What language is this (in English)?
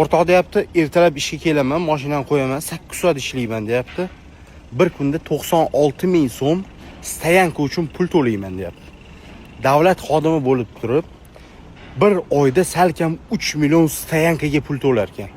Uzbek